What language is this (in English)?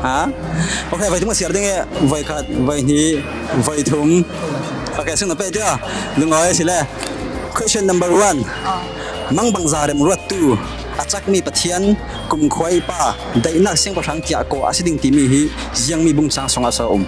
Falam Chin